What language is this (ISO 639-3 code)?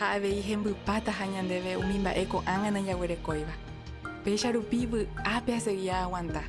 grn